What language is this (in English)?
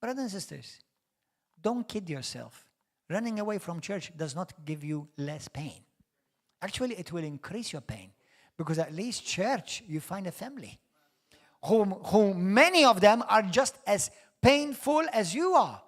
English